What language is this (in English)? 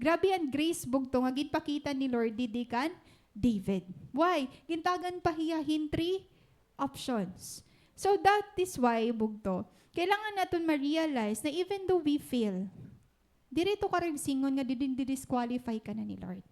Waray